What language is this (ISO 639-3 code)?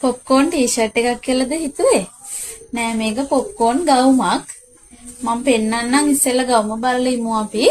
sin